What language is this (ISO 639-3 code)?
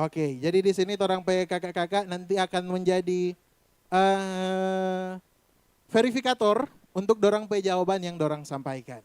xmm